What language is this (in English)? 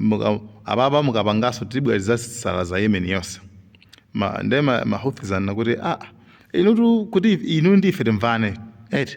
Nyanja